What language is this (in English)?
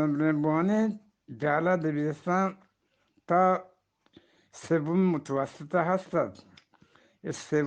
Eastern Balochi